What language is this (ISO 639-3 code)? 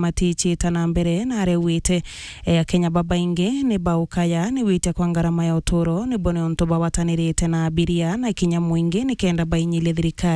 mer